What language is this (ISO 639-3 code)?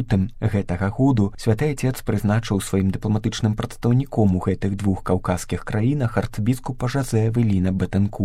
bel